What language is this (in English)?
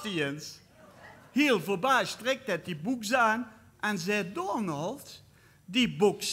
Limburgish